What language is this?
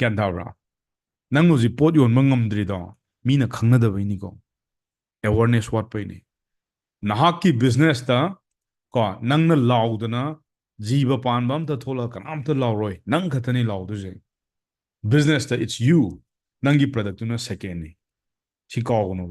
Manipuri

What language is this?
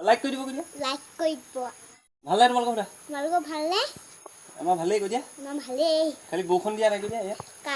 Assamese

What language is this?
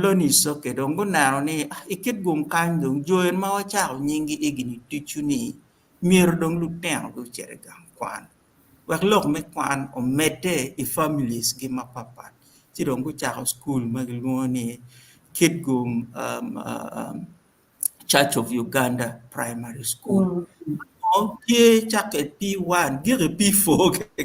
Acoli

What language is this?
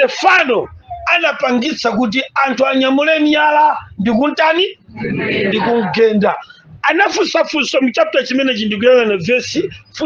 Nyanja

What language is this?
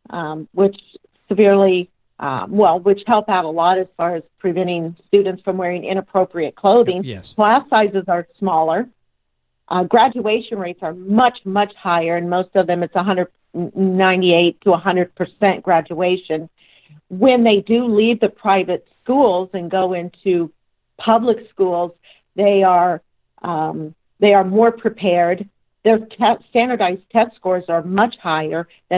English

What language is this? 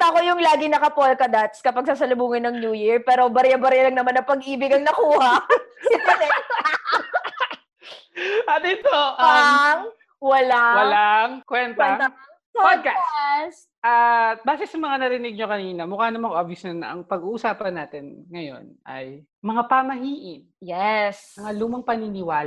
Filipino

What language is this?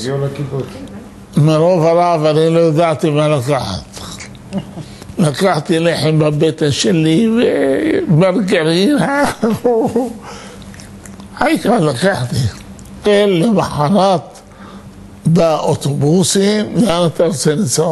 Hebrew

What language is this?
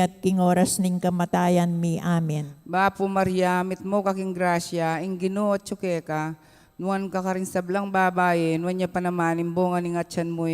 Pampanga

